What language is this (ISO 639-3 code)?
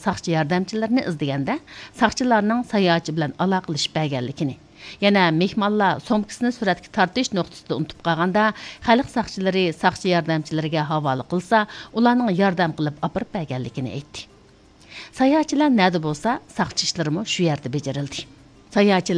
uig